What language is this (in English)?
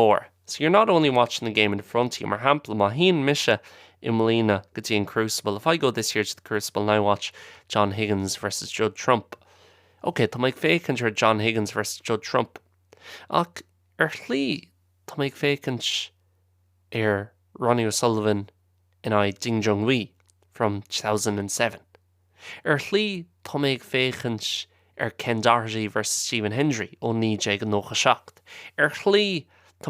Irish